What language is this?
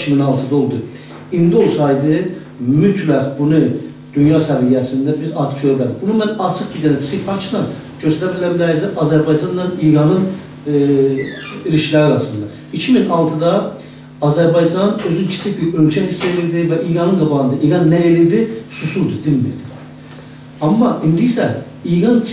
South Azerbaijani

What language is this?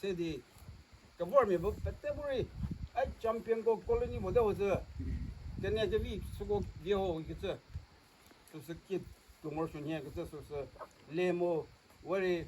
Chokri Naga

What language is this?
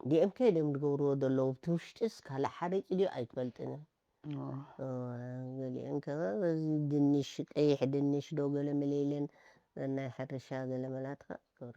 Tigrinya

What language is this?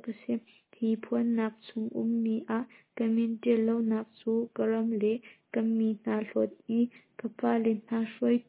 Hakha Chin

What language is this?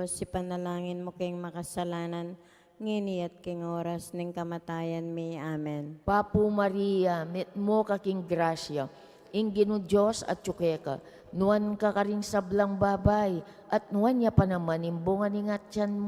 Pampanga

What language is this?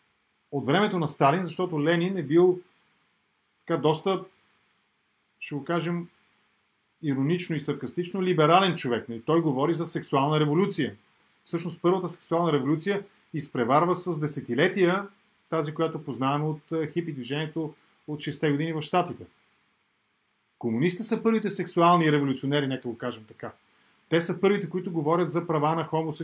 Bulgarian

